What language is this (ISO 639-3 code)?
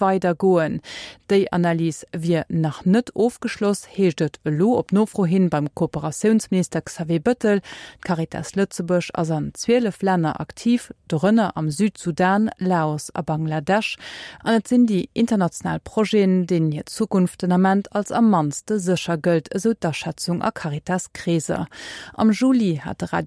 ltz